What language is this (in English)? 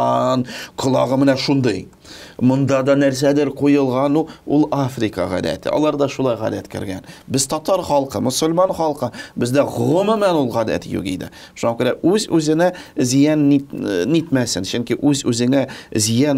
Tatar